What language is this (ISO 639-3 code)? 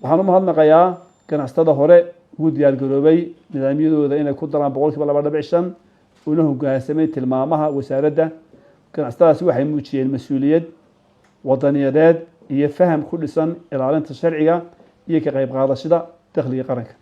som